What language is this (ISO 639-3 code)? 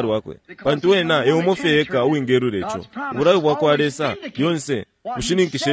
bem